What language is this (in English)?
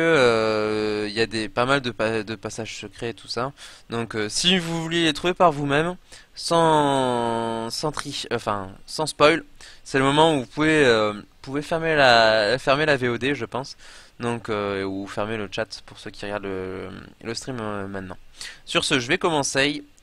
French